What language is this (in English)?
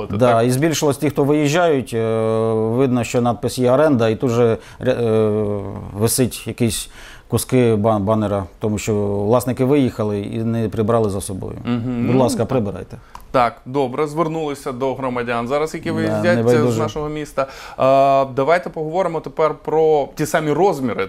Ukrainian